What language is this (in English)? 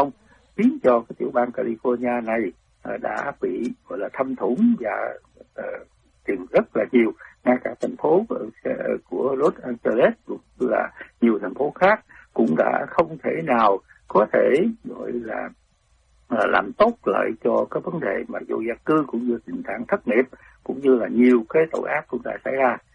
Vietnamese